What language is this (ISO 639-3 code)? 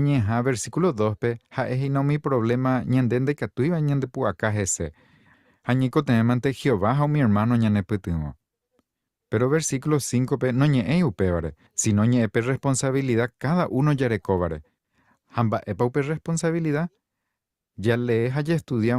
grn